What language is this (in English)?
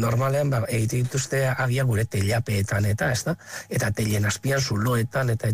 Basque